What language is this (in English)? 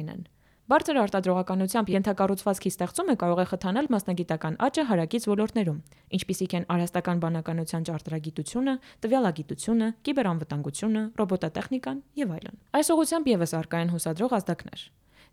Armenian